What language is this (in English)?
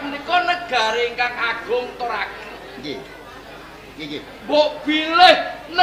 Javanese